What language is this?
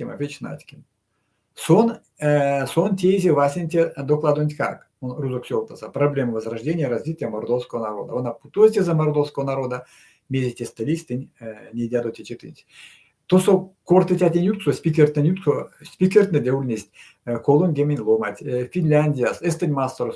Erzya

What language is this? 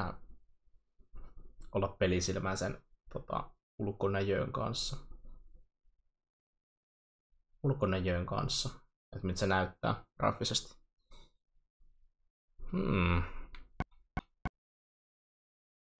Finnish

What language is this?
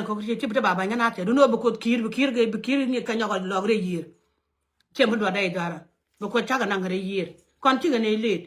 Nuer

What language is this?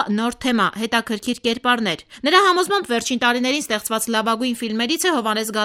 Armenian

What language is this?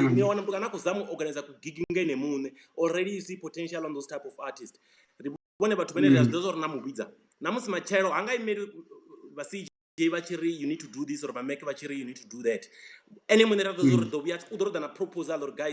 Venda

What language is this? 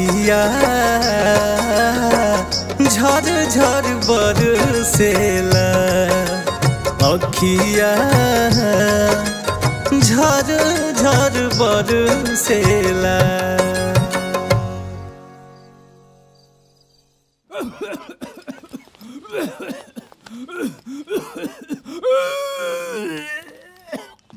Bhojpuri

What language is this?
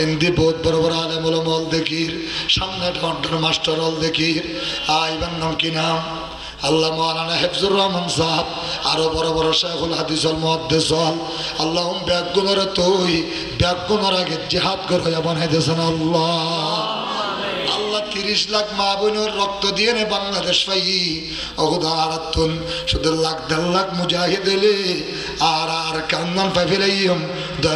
Rohingya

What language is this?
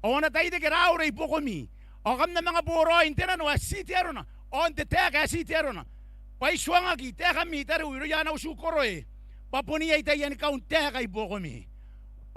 Gilbertese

